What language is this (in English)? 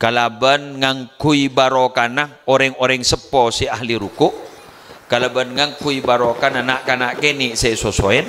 Madurese